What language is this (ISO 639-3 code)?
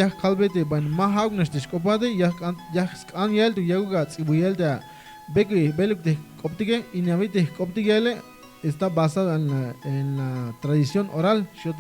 tzh